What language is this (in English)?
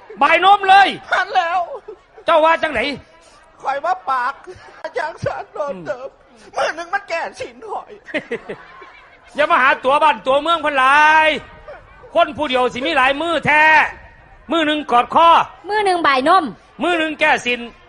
Lao